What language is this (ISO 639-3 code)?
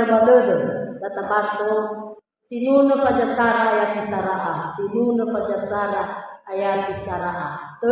nia